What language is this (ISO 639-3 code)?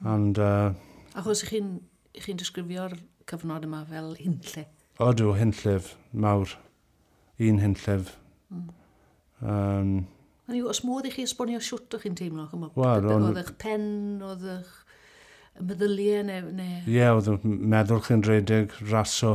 cym